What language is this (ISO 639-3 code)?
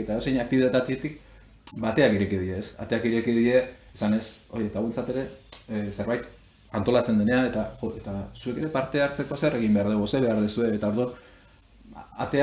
eus